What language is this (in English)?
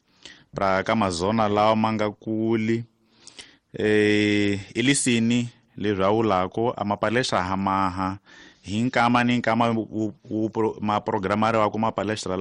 Tsonga